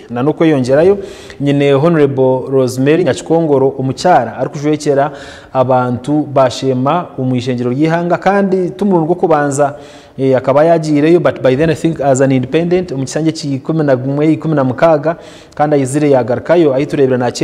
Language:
Nyankole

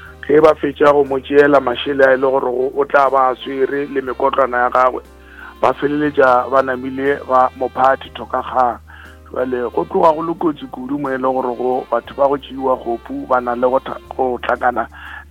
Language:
Northern Sotho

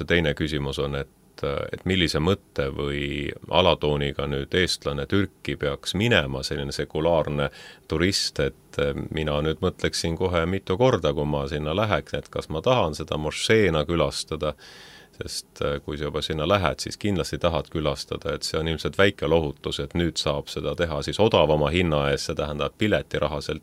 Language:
Estonian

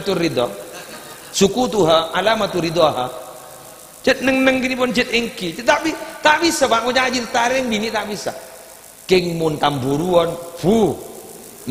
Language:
Madurese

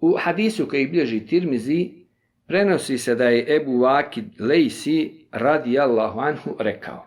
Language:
Bosnian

